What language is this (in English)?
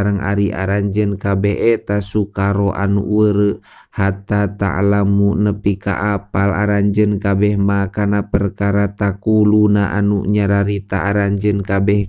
Sundanese